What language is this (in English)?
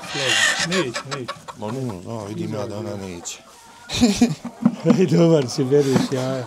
Bosnian